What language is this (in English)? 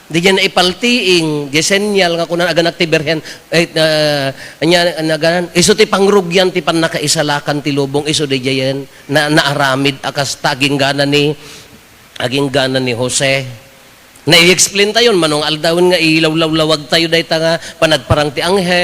Iloko